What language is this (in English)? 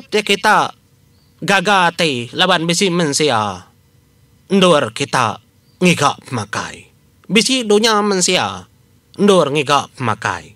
Iban